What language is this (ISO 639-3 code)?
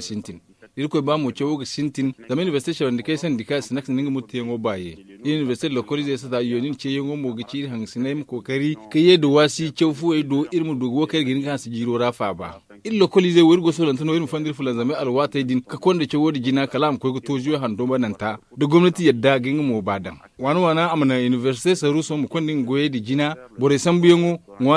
dje